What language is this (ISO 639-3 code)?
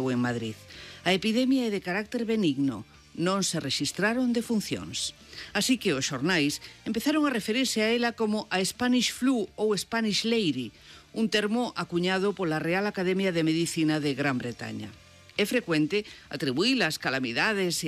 glg